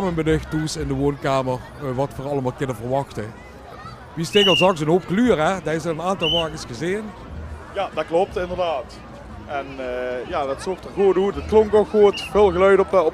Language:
Limburgish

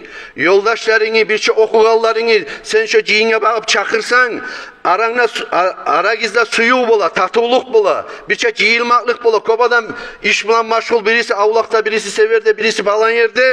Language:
Kumyk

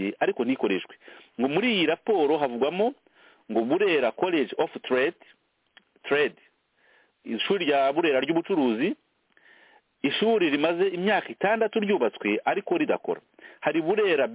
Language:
Kinyarwanda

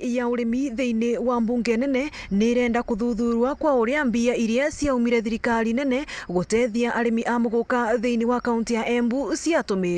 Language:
Meru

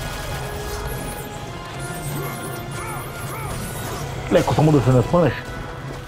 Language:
Bulgarian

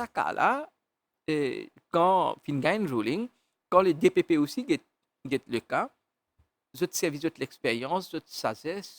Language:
Morisyen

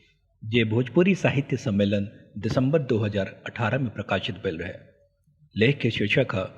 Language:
Bhojpuri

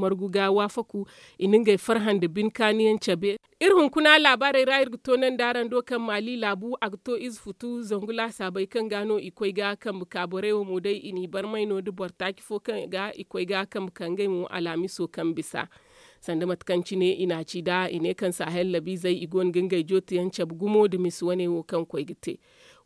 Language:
Zarma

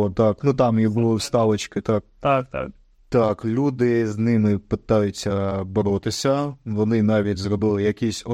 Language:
Ukrainian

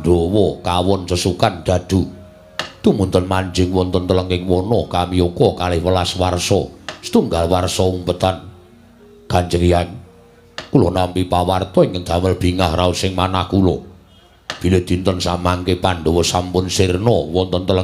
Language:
Javanese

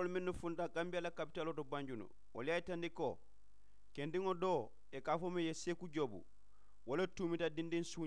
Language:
Mandingo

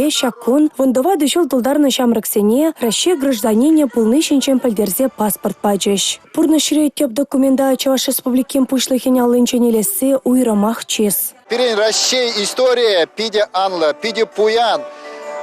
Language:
Chuvash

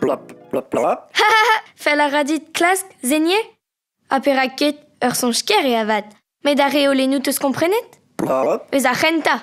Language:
Breton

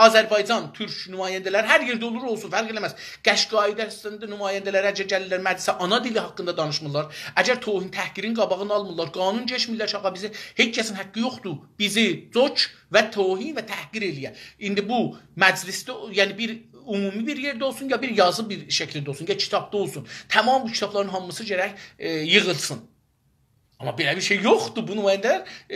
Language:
South Azerbaijani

